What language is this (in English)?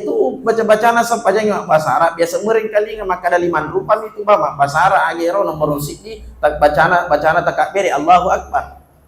Buginese